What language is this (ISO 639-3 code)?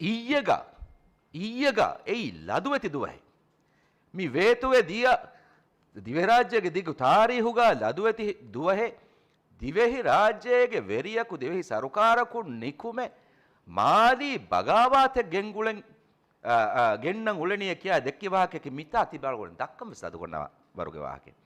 div